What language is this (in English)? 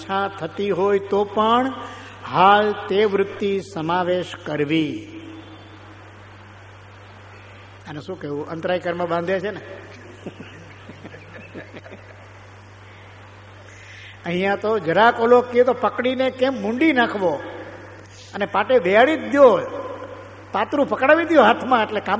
Gujarati